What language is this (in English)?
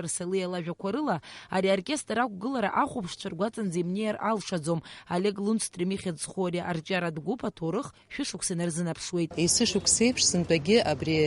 Abkhazian